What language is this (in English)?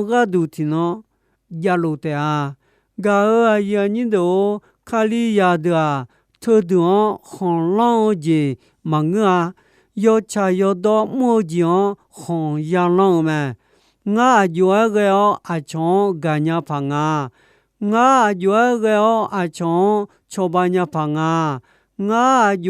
Akha